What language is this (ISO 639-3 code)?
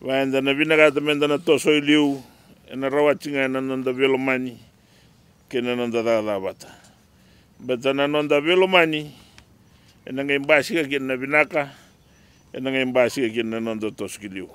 fij